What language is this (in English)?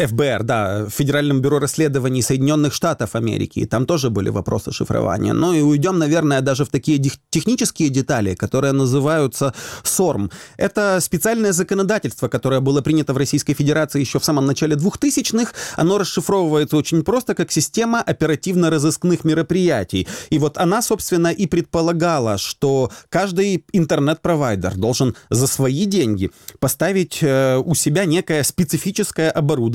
Russian